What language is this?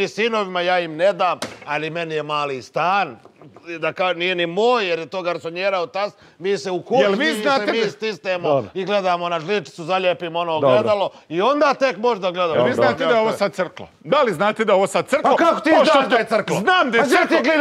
Serbian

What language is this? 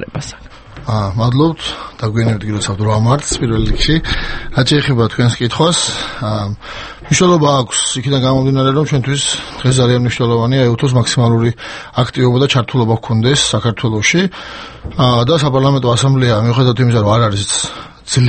Georgian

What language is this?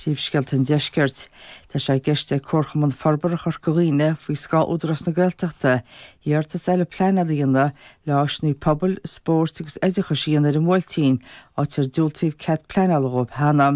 Irish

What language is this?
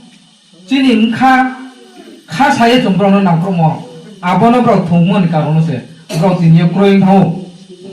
Riang (India)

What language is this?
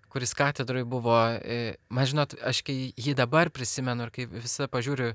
Lithuanian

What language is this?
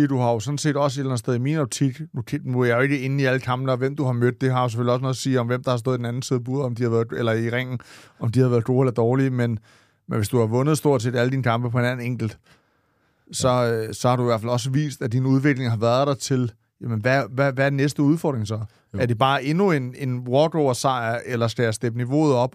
Danish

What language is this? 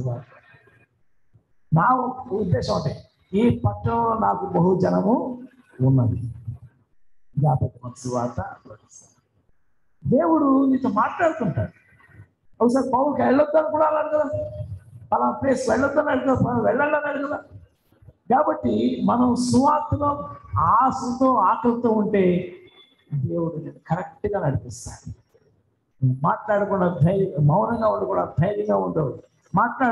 Telugu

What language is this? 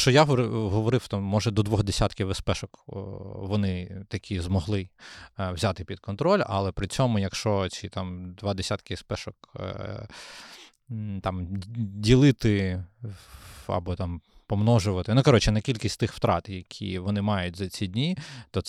Ukrainian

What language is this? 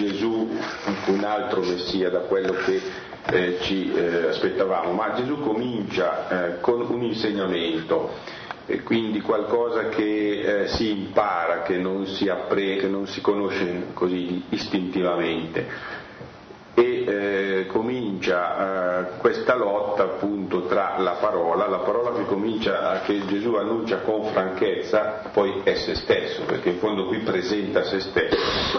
Italian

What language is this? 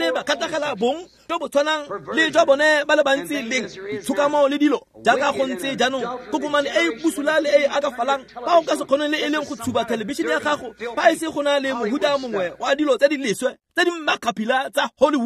Tswana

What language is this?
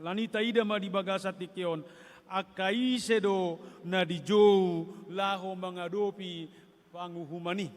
Batak Toba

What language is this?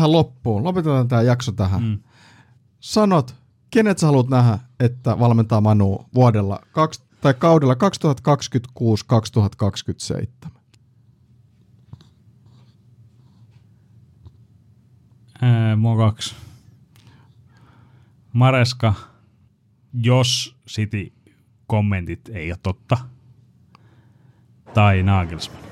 Finnish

